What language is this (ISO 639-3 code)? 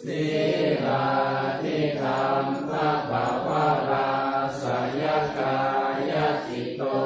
pli